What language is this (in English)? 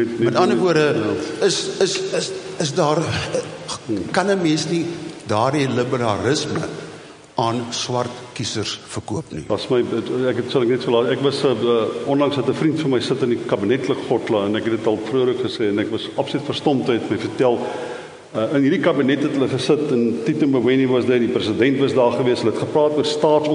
Afrikaans